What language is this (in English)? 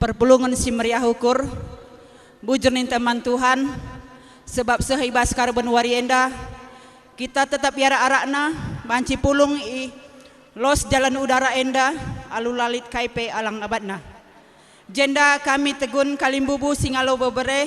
Batak Karo